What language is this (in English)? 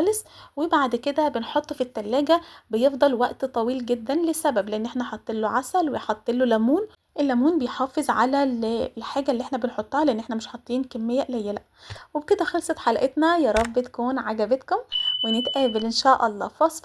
Egyptian Arabic